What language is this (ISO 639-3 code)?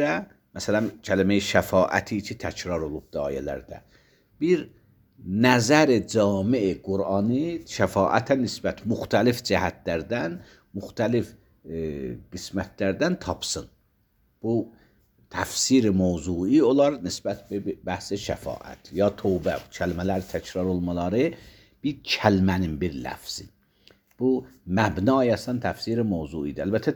aze